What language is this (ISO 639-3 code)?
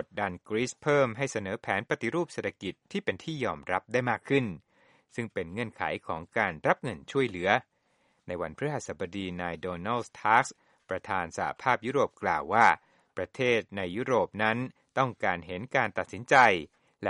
tha